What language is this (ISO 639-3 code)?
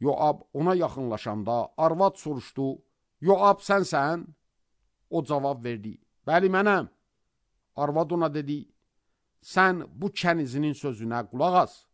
aze